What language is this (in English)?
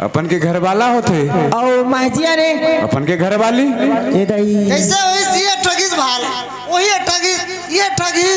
Chhattisgarhi